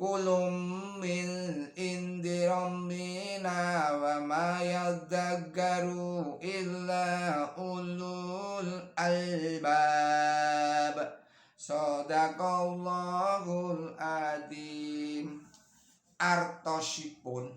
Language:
Javanese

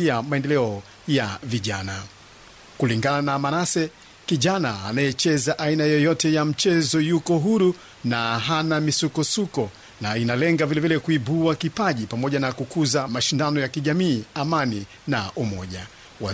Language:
Swahili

